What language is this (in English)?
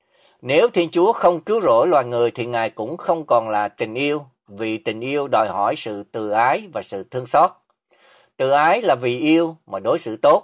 Vietnamese